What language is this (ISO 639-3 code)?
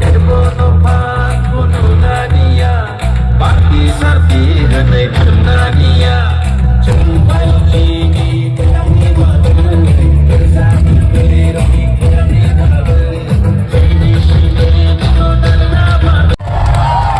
trp